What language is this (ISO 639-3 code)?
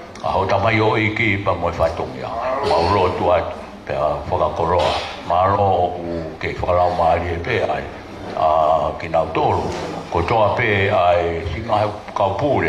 ton